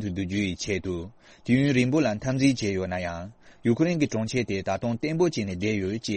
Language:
Tibetan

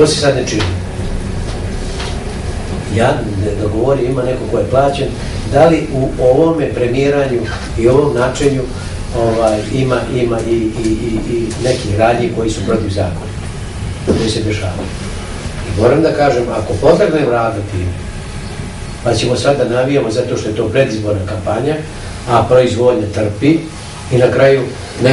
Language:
Serbian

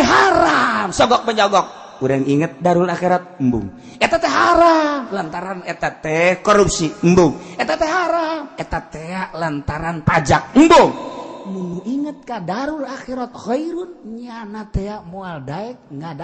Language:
Sundanese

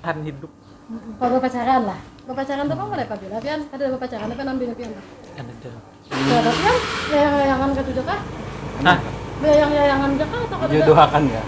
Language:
Banjar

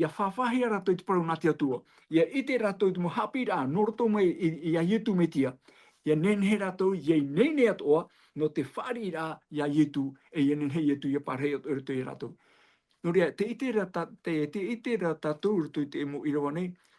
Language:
Tahitian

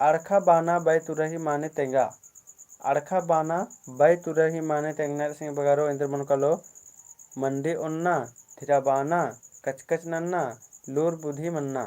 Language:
Kurukh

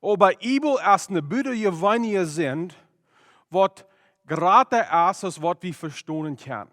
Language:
Plautdietsch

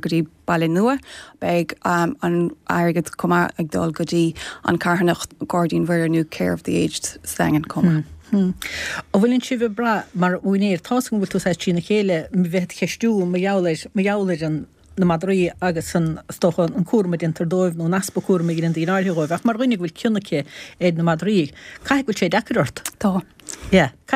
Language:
Irish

